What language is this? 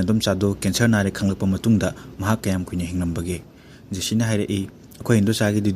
Manipuri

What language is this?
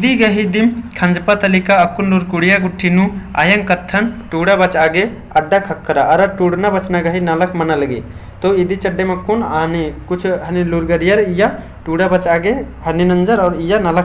Kurukh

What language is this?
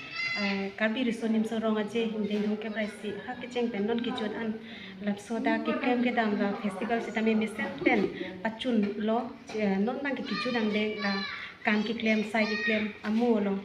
Karbi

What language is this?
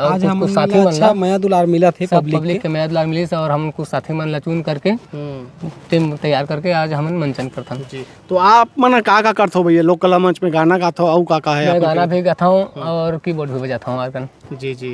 Chhattisgarhi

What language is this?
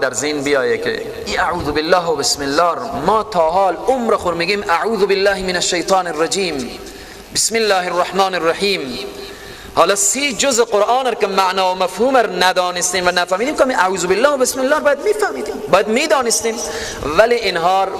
Persian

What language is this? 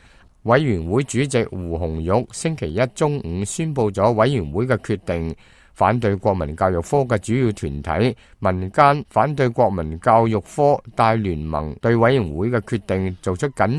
Cantonese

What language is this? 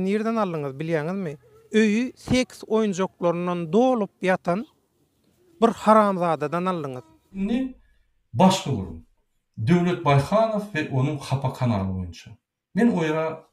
Turkmen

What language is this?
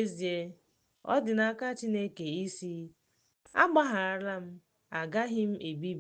Igbo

